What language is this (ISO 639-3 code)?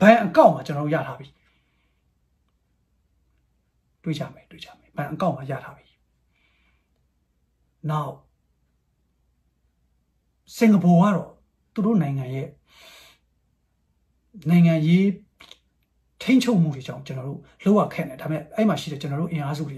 mya